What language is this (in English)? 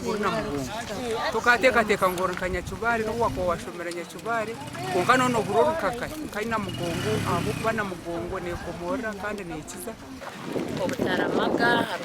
Nyankole